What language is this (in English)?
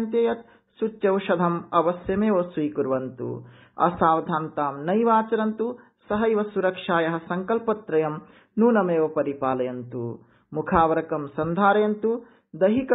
Sanskrit